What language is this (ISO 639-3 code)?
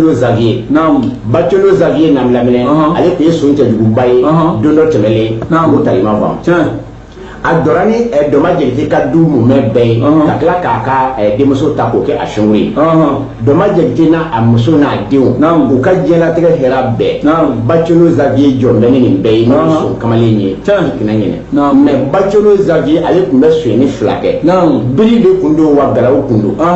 bam